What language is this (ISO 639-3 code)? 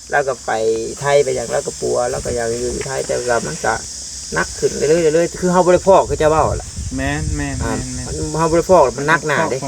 tts